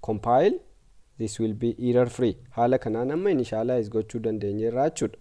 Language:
Oromo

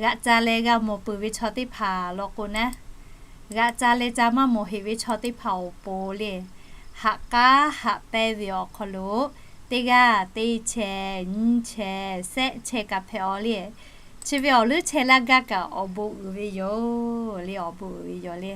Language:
Lahu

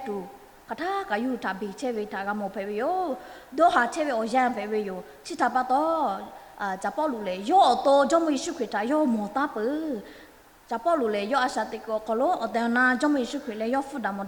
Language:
Lahu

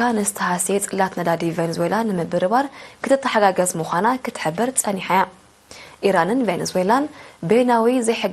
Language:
Tigrinya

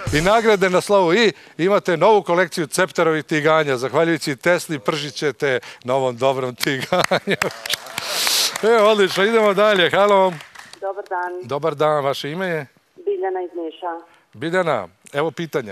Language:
Serbian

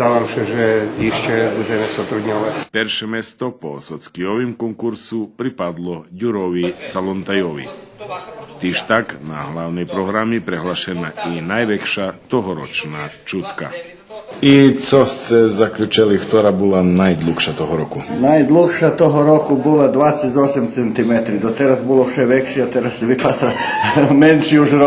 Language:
Rusyn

